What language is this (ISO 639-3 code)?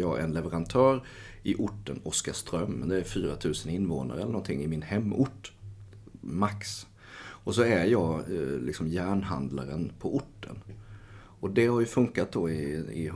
swe